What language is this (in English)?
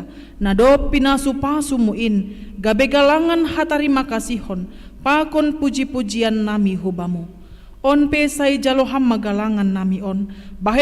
Batak Simalungun